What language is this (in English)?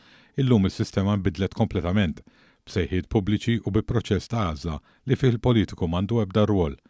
Maltese